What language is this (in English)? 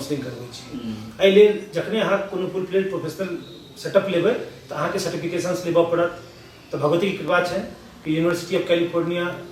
Maithili